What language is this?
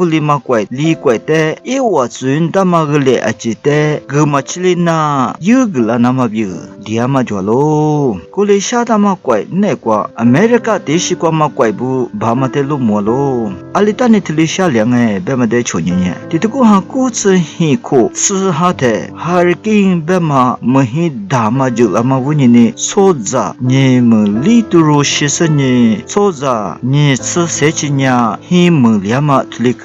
Lisu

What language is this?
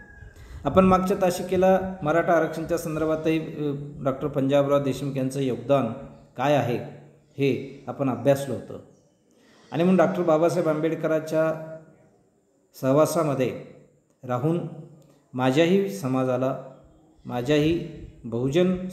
Marathi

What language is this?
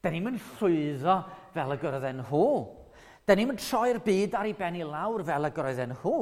Welsh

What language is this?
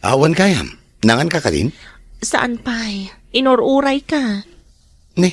Iloko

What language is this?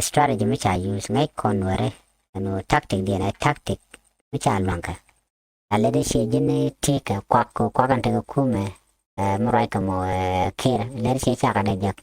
Nuer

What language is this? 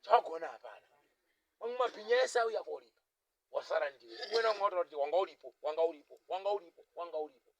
Shona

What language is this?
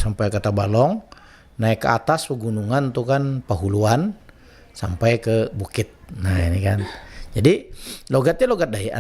Banjar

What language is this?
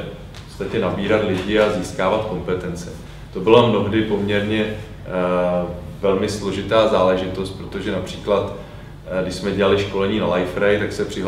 Czech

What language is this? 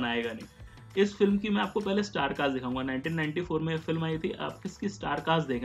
Hindi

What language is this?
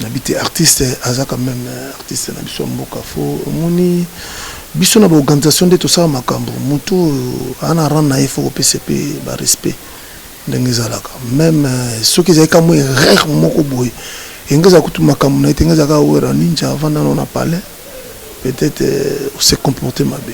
Lingala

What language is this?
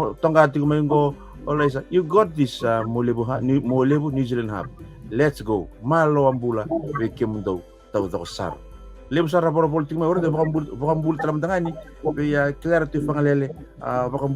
Fijian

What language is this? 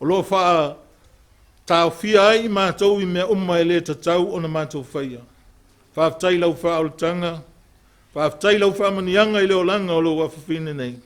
Samoan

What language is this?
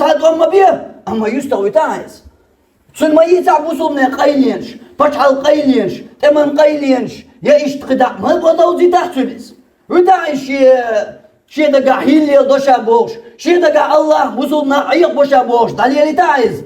Chechen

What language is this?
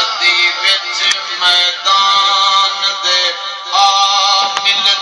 Saraiki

